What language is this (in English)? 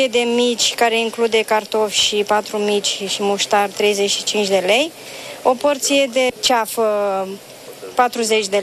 Romanian